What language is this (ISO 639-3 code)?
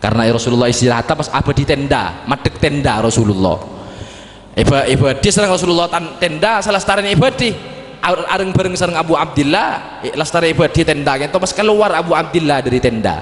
mad